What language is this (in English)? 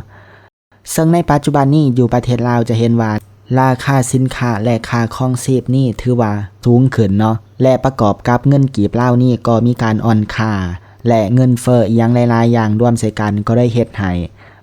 Lao